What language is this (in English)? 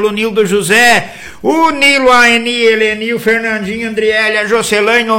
Portuguese